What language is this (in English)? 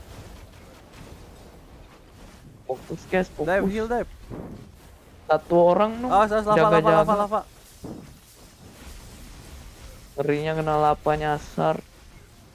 Indonesian